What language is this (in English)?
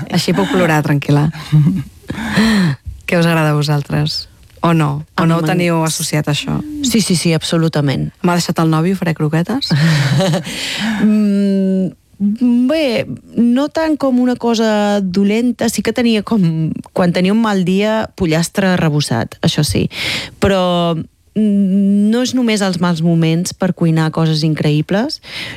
Catalan